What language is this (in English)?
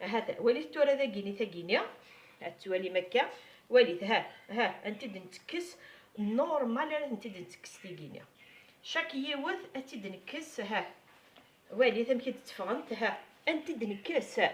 Kabyle